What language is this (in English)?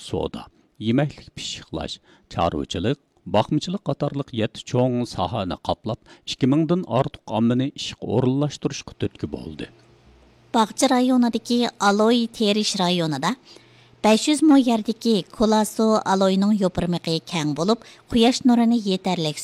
Uyghur